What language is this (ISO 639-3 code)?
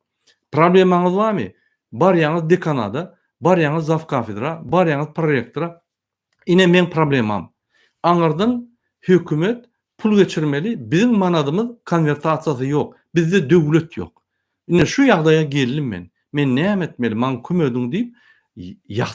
tuk